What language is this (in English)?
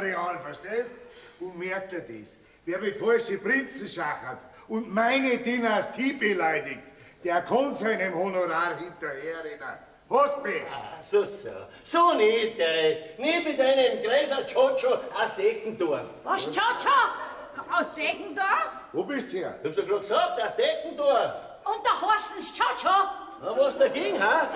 Bavarian